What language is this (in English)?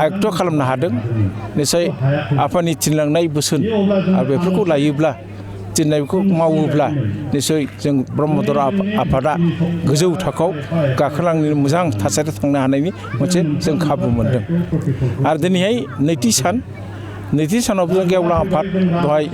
Bodo